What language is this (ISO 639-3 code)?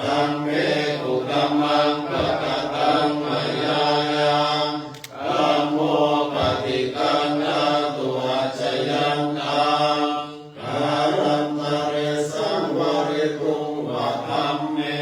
pli